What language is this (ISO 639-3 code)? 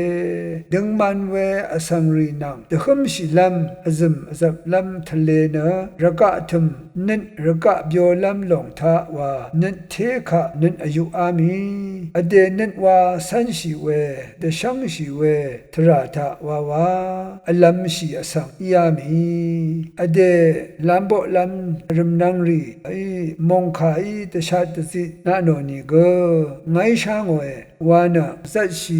raw